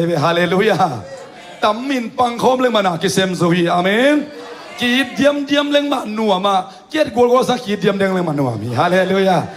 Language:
Tedim Chin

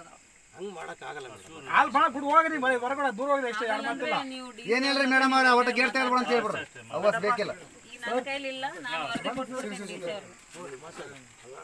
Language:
Kannada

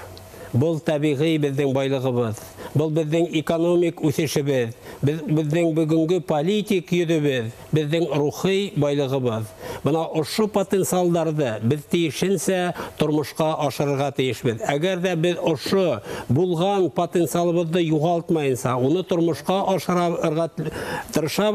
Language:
Bashkir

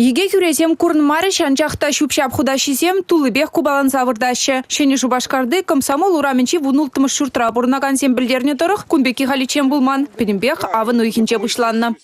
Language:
Chuvash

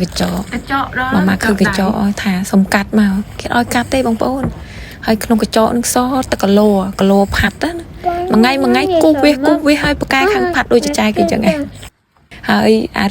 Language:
Khmer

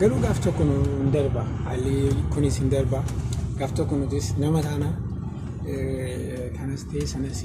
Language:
Oromo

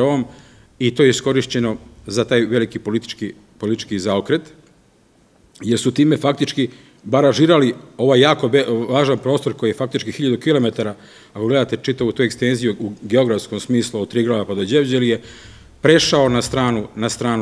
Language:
Serbian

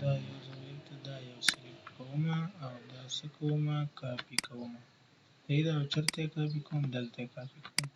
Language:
Pashto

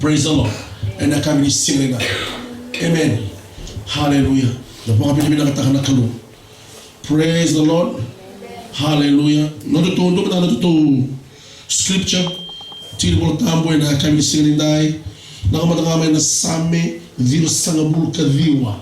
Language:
Fijian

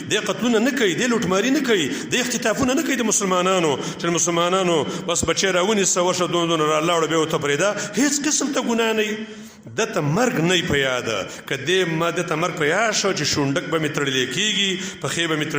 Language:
Pashto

